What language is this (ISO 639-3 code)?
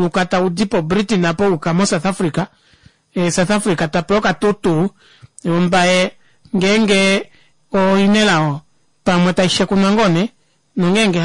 kua